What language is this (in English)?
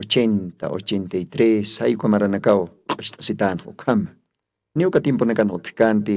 Aymara